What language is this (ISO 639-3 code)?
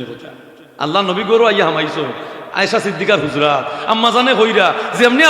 syl